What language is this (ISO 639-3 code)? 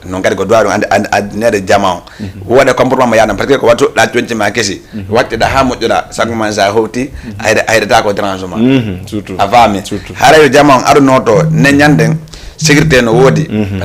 ful